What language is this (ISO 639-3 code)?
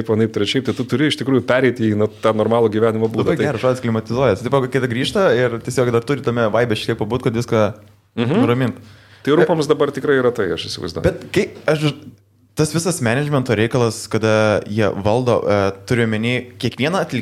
lit